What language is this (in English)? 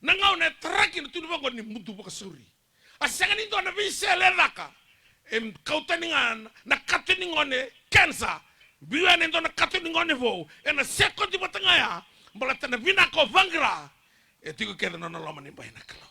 Fijian